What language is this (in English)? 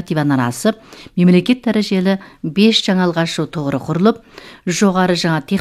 Kazakh